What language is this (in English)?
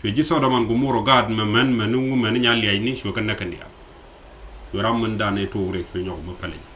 Nuer